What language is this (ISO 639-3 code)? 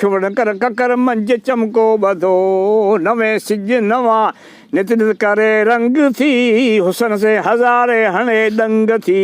snd